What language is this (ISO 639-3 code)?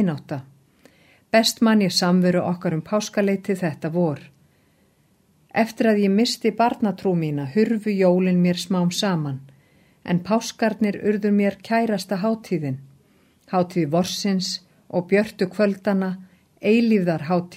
isl